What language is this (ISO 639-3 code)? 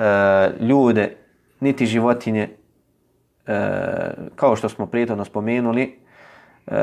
bos